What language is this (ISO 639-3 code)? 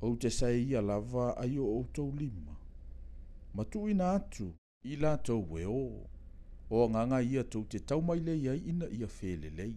smo